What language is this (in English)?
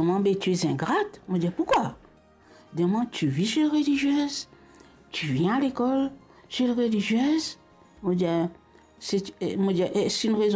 Morisyen